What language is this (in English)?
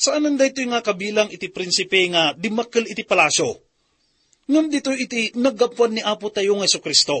Iloko